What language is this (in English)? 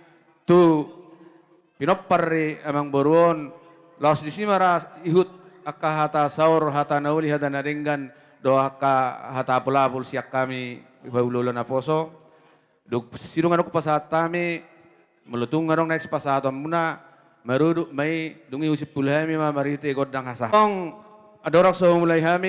Batak Toba